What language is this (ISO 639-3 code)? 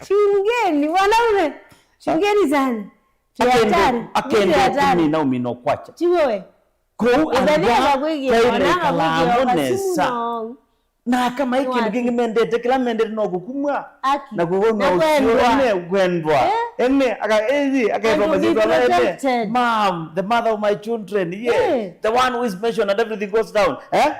kam